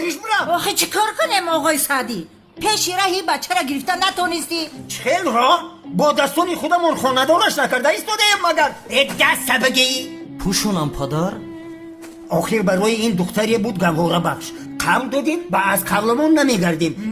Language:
Tajik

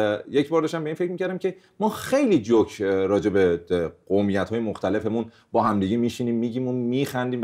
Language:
Persian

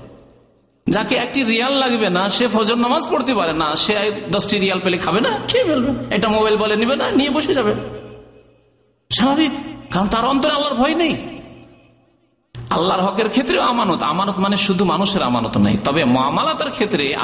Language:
Bangla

